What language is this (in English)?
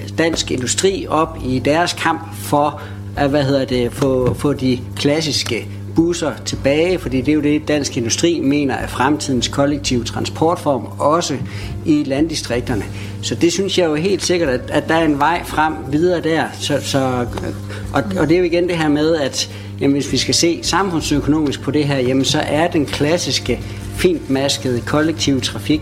Danish